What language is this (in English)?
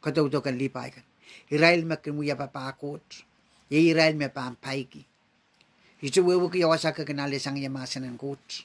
Pohnpeian